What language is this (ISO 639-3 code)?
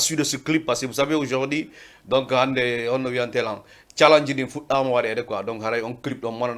ful